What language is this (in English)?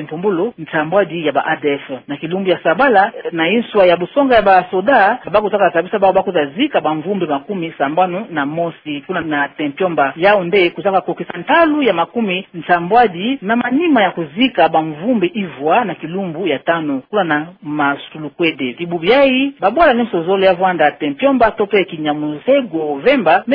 Kituba (Democratic Republic of Congo)